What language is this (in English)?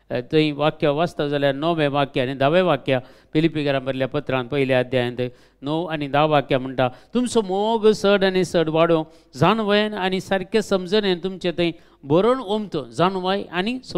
Konkani